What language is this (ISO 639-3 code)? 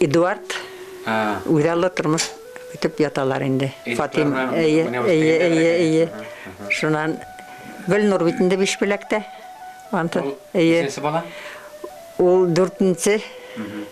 bak